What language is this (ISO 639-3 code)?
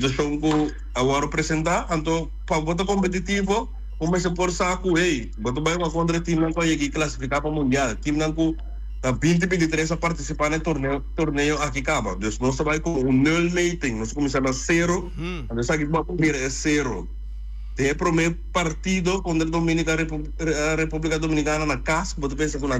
pap